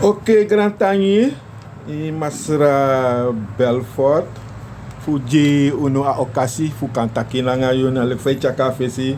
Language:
Sranan Tongo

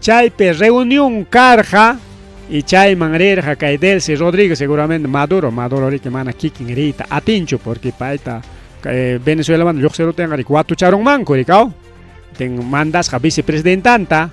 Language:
Ayacucho Quechua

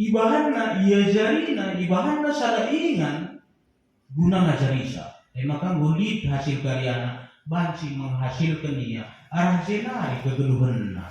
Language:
Batak Karo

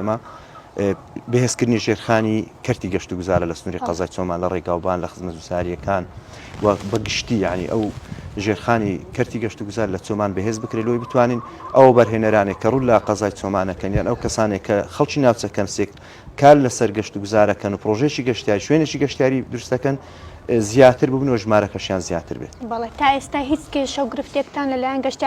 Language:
Central Kurdish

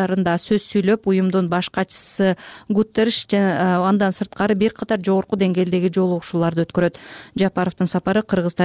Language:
Kyrgyz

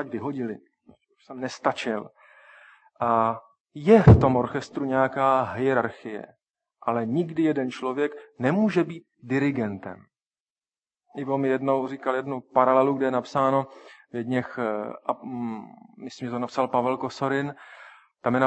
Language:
Czech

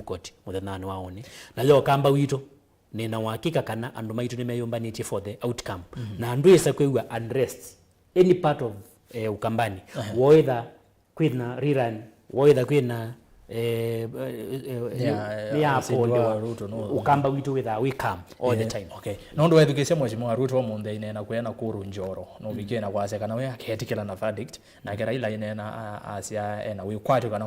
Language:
Kamba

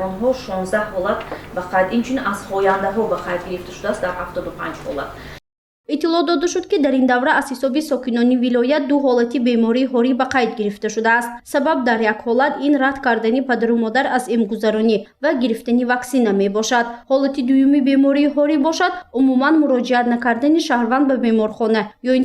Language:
Tajik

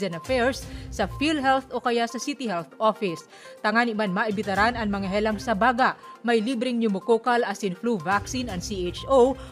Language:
Bikol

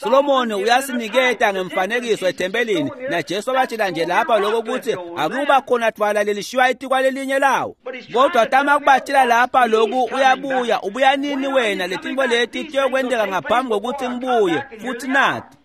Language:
Swati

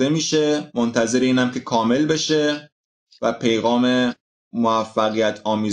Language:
Persian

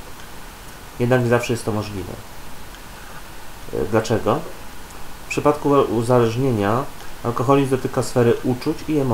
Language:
Polish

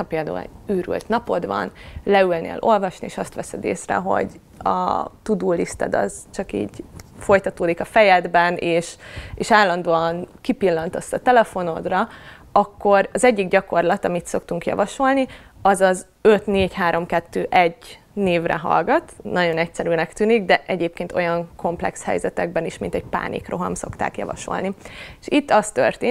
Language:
Hungarian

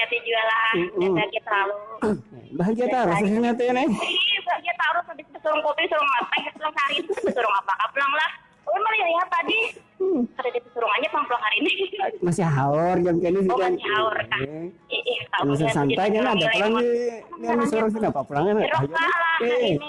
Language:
Banjar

